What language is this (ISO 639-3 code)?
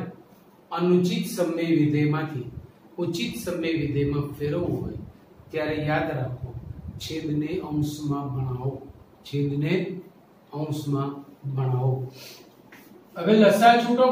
guj